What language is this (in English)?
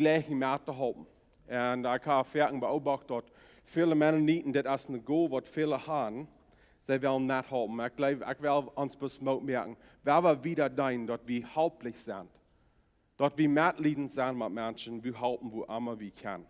Plautdietsch